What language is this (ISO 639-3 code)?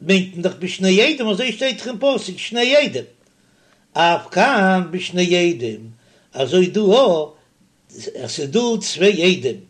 yid